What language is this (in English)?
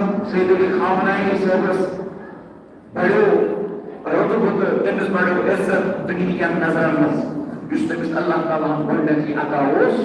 Kashmiri